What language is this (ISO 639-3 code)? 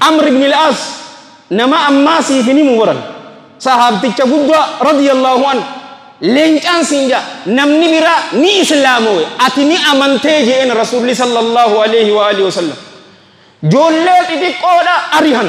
orm